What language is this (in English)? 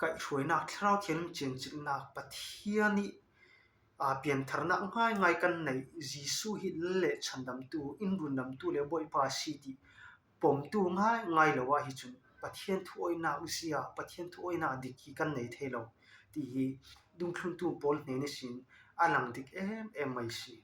Falam Chin